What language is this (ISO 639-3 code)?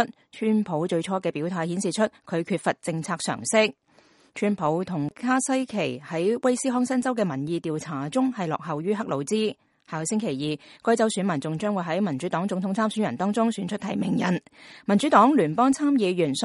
yue